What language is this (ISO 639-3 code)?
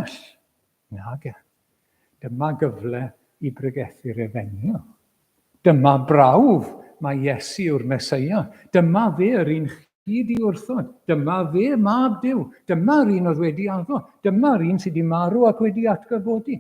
cym